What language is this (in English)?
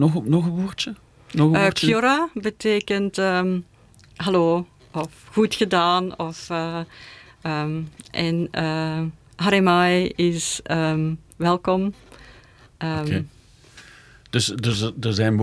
Dutch